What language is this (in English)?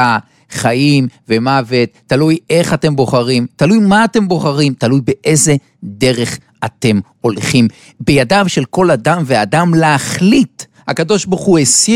Hebrew